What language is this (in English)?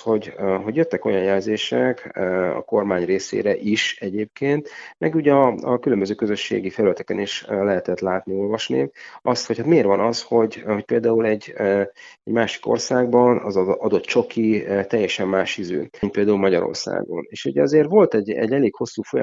Hungarian